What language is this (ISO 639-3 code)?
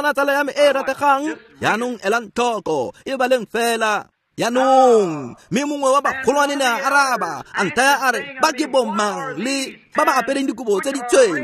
tsn